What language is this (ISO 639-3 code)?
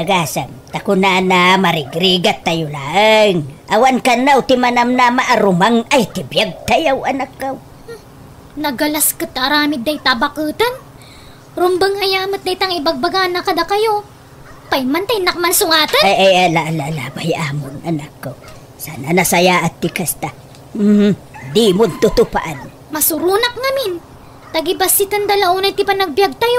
ilo